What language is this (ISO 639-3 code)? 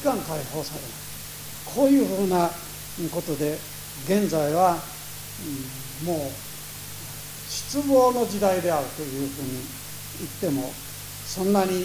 jpn